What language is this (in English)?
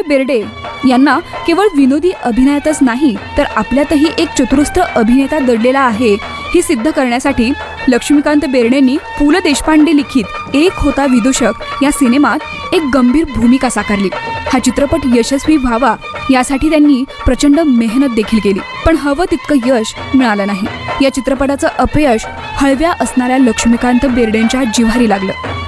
Marathi